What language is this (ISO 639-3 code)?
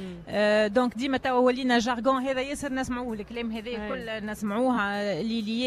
aeb